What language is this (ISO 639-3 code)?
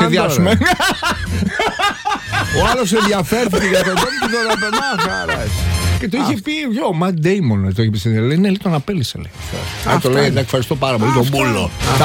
ell